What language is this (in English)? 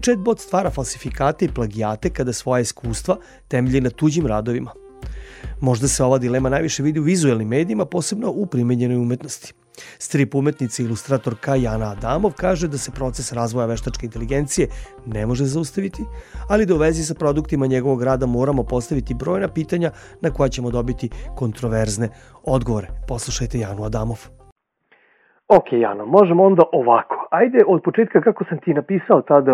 Serbian